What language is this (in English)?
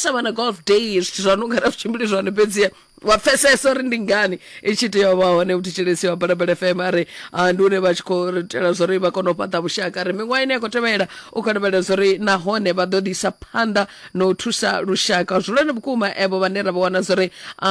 Venda